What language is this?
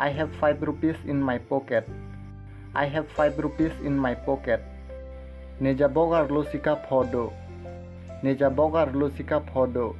Karbi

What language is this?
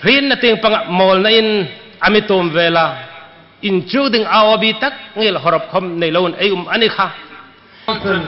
Hmar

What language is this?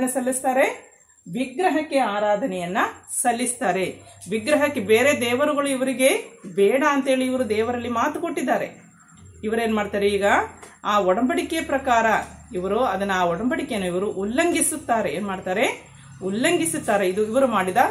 Kannada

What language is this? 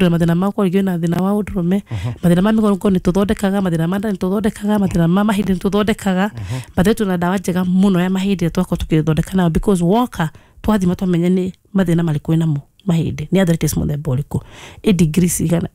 Kikuyu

